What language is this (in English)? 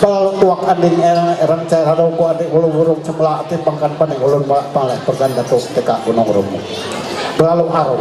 Ma'anyan